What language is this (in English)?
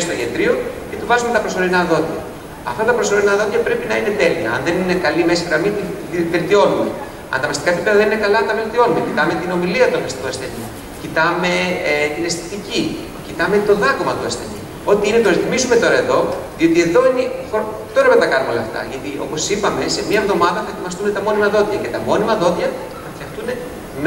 Greek